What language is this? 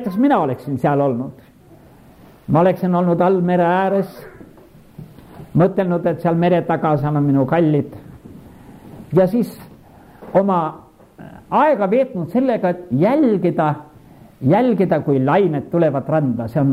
Estonian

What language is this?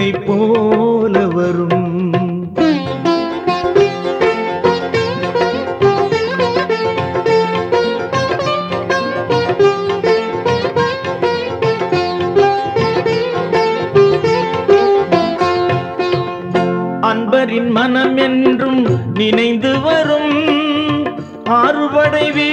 Tamil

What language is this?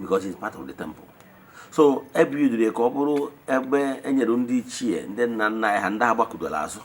Igbo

